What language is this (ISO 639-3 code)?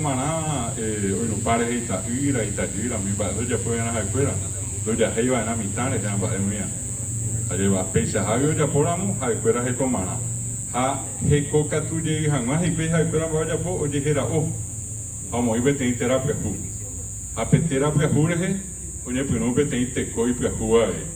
grn